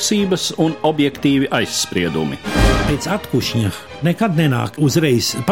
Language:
Latvian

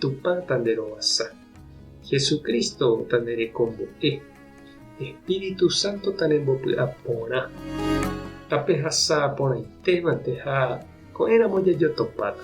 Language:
Guarani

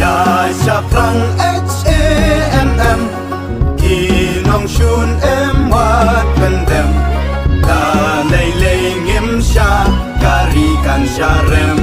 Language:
Khasi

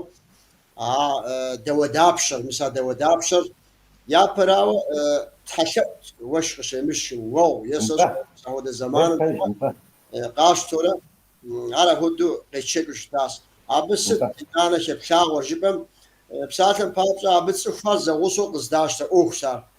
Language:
Kabardian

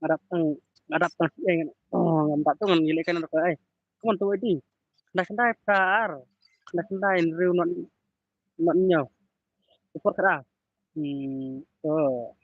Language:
Khasi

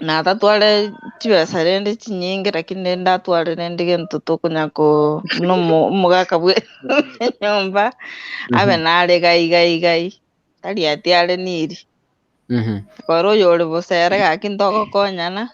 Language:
Gusii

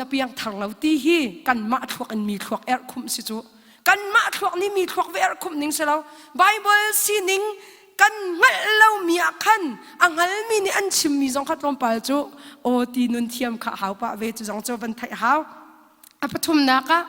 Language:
Hakha Chin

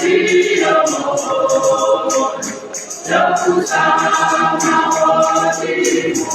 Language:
Tswana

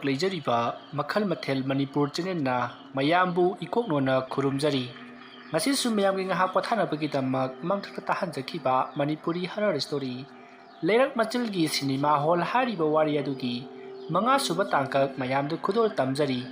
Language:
Manipuri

